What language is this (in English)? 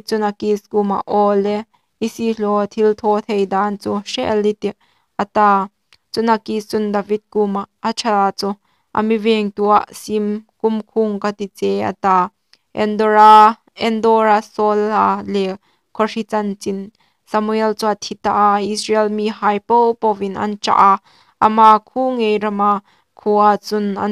Hmar